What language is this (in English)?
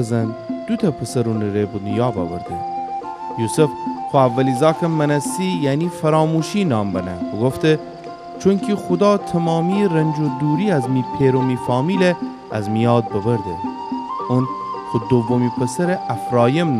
Gilaki